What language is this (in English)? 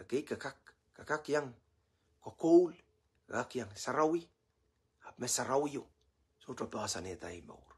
Pohnpeian